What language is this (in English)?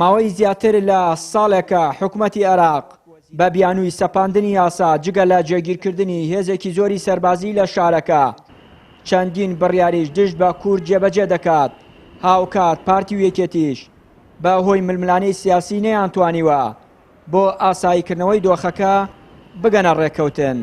Central Kurdish